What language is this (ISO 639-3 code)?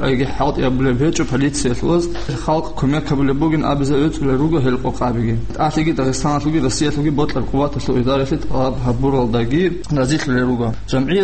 ava